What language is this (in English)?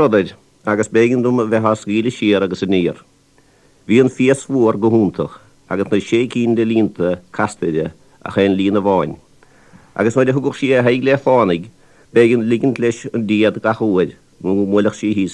Irish